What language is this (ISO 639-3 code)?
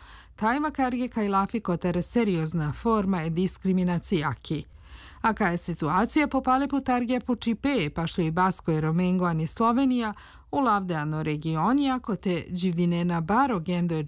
srp